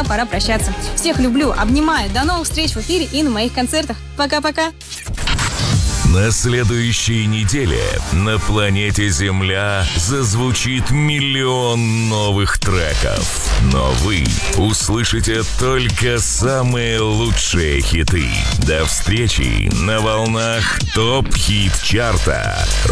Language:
Russian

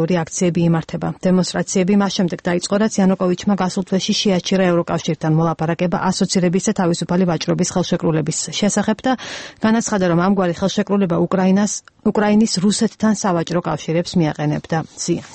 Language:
Georgian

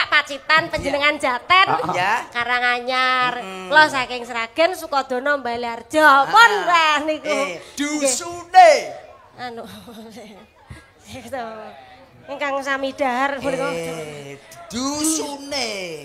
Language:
Javanese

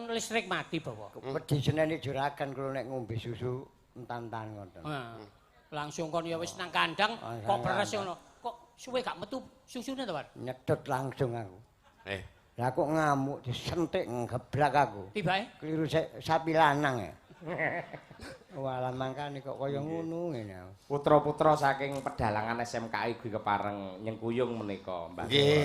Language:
Javanese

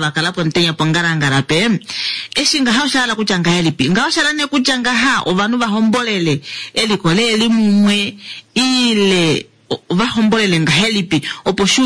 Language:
Kuanyama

